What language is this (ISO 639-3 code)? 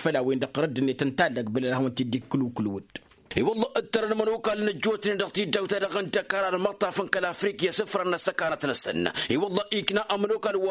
taq